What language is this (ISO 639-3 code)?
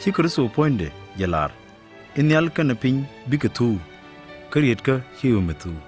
nus